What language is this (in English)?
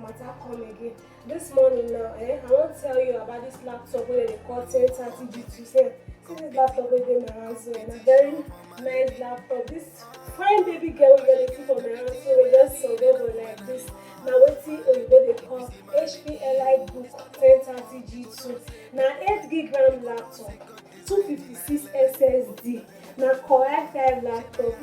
Nigerian Pidgin